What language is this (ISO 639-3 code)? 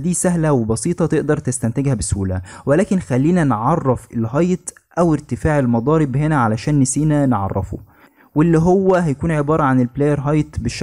arz